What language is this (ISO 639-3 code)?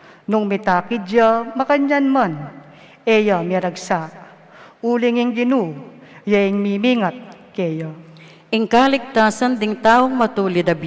pam